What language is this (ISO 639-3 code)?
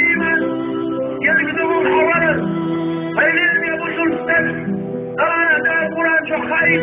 che